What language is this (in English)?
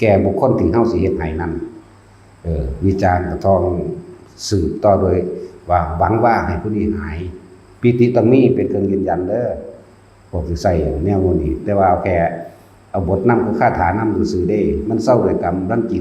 Northeastern Thai